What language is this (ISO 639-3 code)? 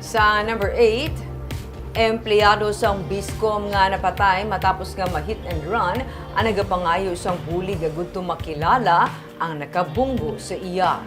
hil